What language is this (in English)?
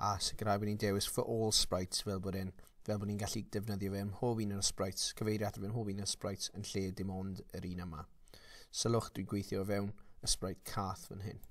Welsh